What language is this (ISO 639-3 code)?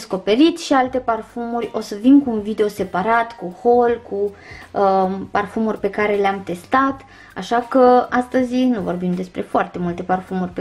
ron